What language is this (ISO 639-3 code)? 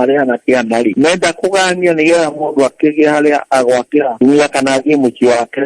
kik